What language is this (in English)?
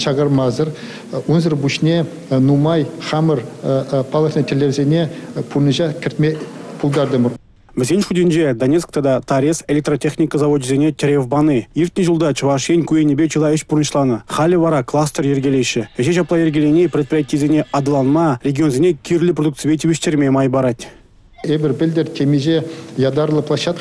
Chuvash